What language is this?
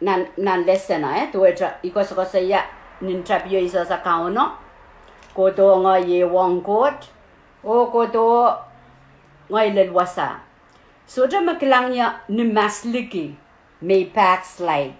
Pohnpeian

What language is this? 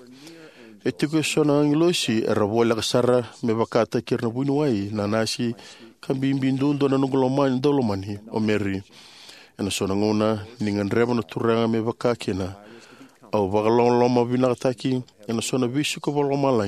Fijian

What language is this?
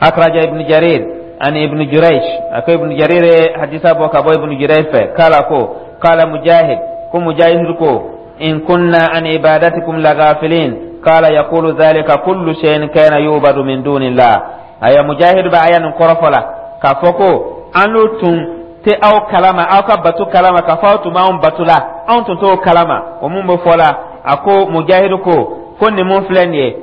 Dyula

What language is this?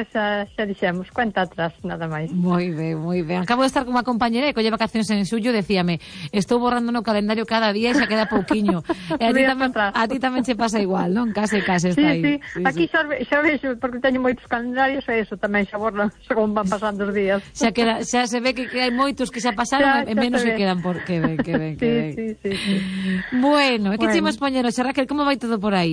Galician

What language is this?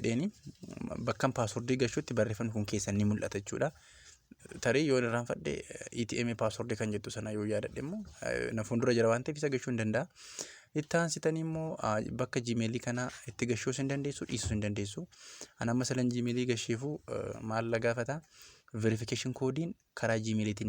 Oromo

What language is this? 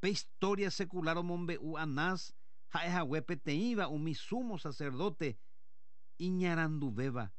Guarani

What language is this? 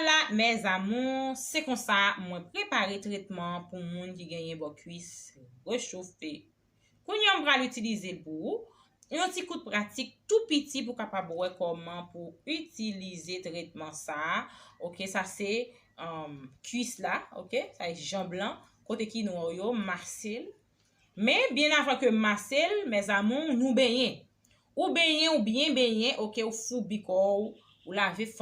Haitian Creole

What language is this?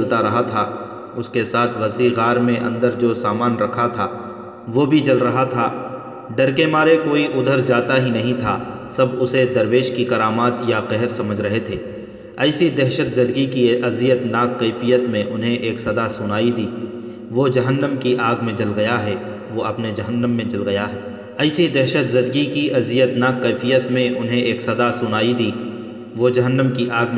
Urdu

